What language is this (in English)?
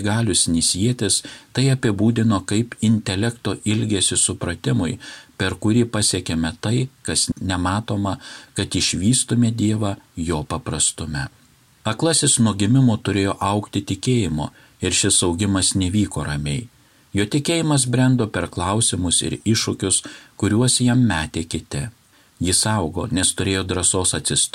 Lithuanian